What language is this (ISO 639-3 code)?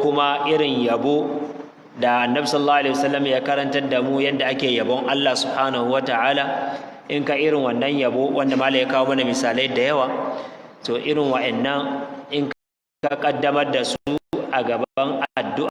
hau